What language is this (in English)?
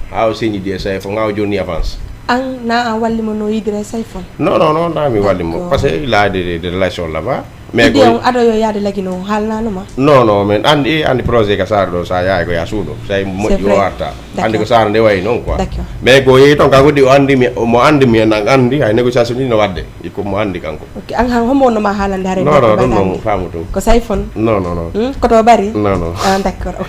Fula